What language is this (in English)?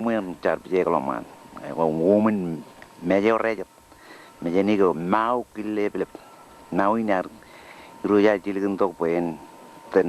Marshallese